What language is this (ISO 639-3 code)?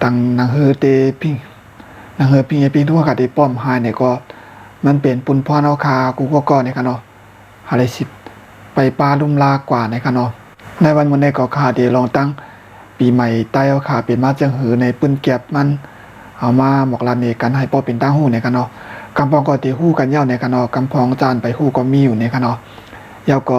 shn